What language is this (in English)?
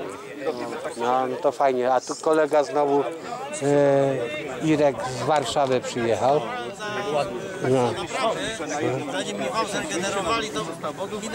Polish